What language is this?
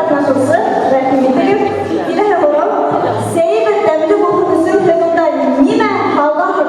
Bashkir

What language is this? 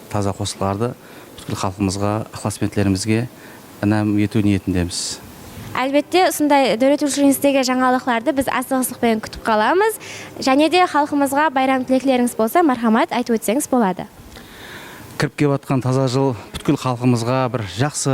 Kara-Kalpak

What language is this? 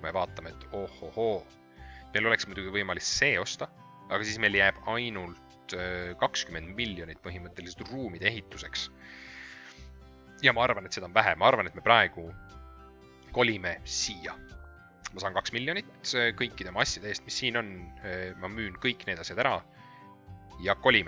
Estonian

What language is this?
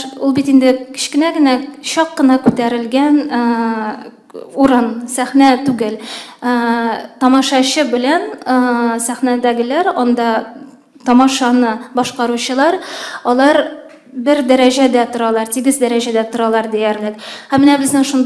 Tatar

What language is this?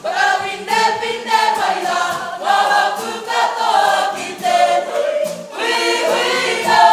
Māori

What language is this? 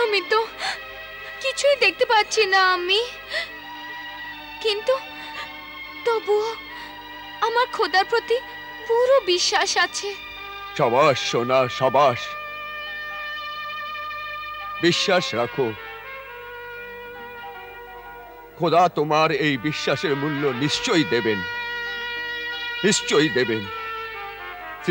Bangla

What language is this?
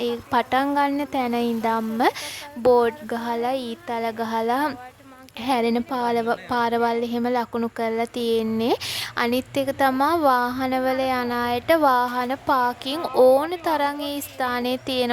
Sinhala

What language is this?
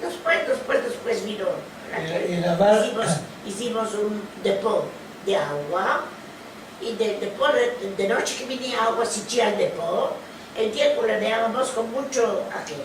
Ladino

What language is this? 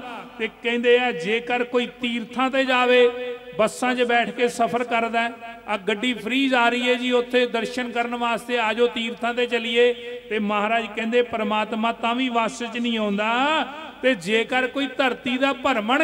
Punjabi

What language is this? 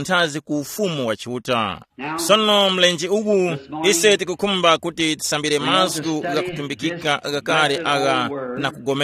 Tumbuka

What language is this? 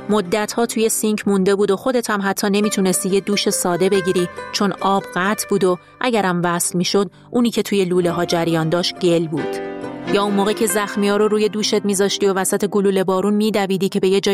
Persian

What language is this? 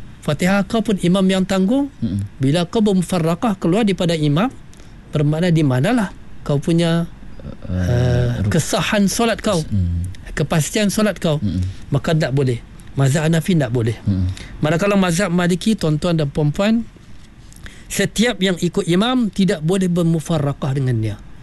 Malay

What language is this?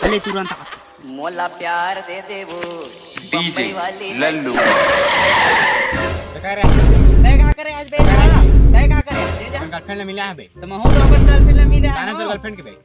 Chhattisgarhi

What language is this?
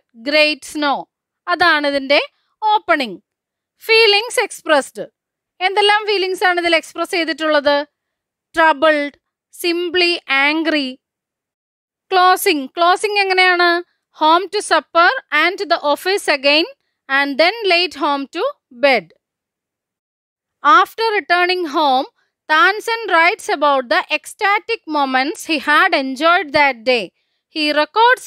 Malayalam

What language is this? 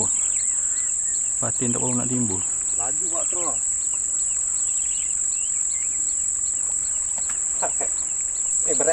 Malay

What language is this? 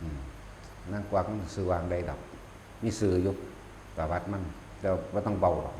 Northeastern Thai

